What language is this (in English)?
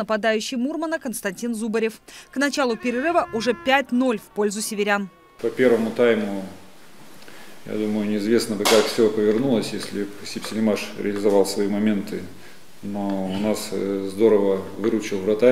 Russian